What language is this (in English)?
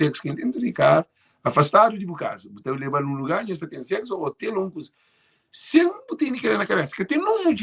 Kabuverdianu